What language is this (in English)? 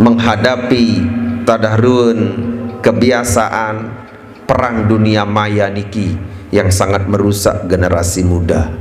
Sasak